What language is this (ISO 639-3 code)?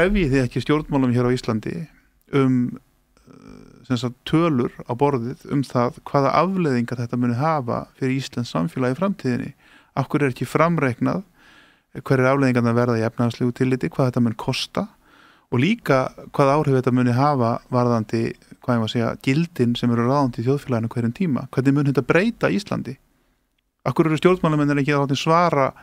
isl